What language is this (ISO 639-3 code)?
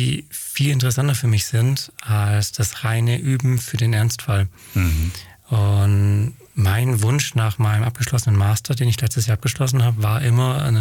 deu